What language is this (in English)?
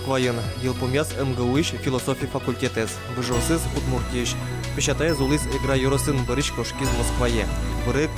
Udmurt